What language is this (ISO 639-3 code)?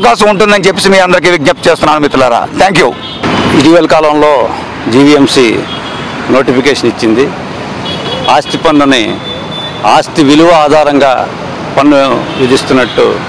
tel